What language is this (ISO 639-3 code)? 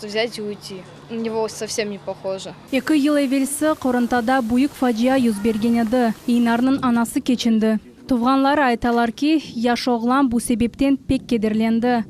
crh